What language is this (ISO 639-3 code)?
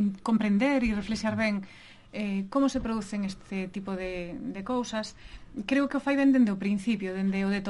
glg